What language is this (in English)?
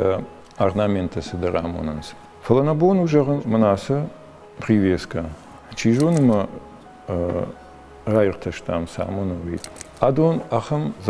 Ossetic